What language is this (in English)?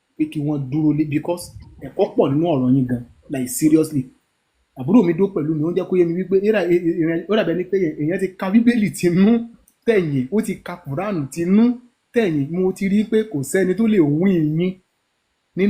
Yoruba